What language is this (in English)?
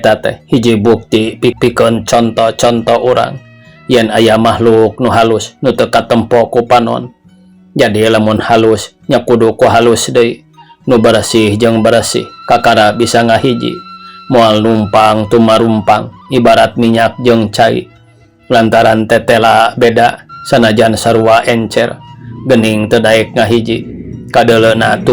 Sundanese